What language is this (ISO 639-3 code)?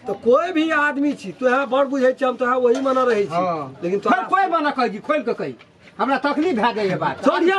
mai